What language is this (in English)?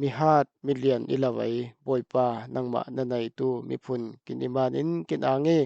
Falam Chin